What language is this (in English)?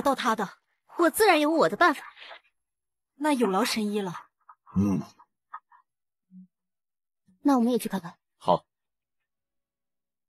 Chinese